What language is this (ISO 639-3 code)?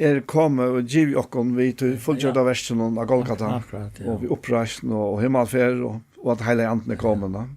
fao